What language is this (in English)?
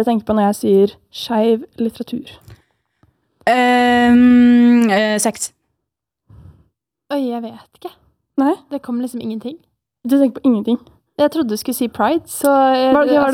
Norwegian